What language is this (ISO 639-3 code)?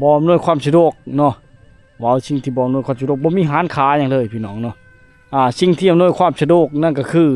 lao